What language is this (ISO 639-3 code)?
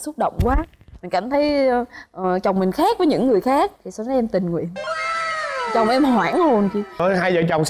vie